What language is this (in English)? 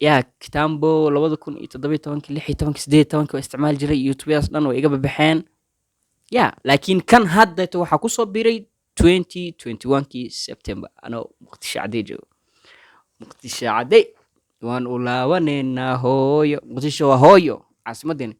Somali